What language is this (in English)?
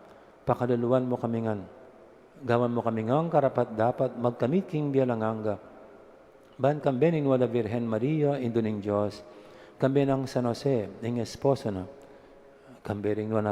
Pampanga